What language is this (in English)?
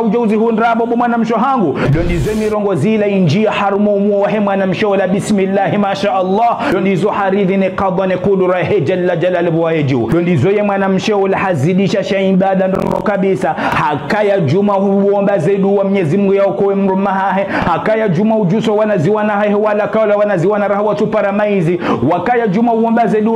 Ngazidja Comorian